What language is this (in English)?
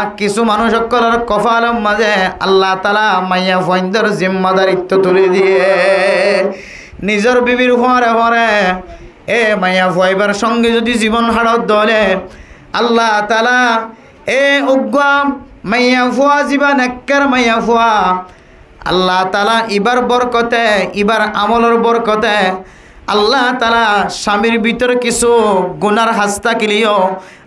Rohingya